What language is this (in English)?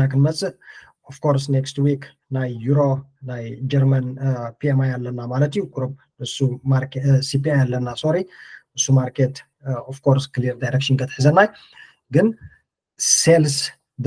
Tigrinya